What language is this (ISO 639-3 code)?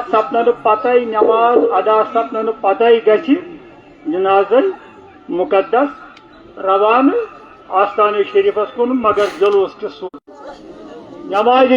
kas